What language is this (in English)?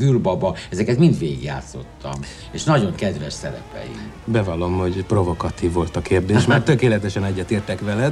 Hungarian